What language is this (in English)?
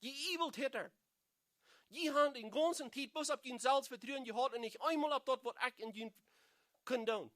Plautdietsch